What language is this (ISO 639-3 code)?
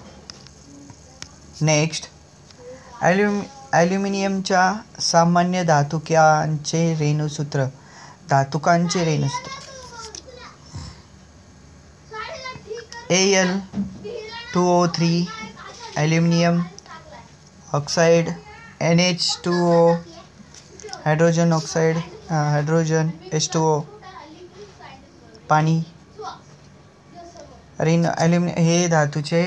mar